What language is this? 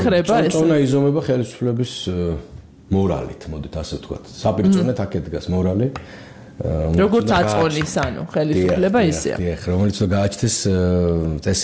Georgian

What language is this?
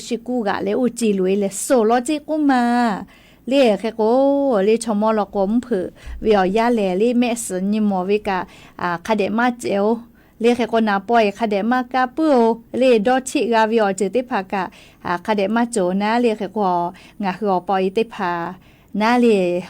Lahu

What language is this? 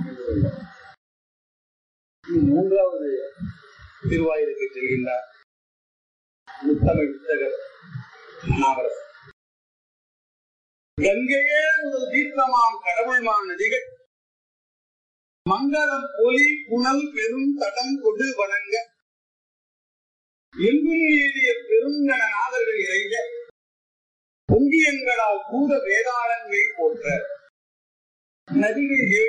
Tamil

